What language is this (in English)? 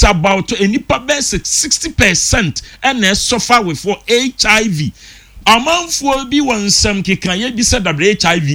Akan